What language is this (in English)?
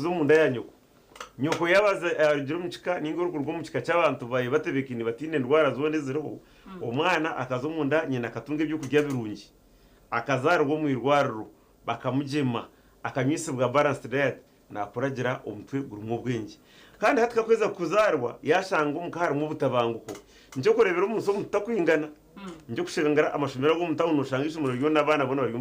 Nyankole